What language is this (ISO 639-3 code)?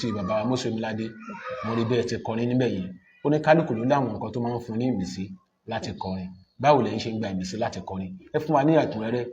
yor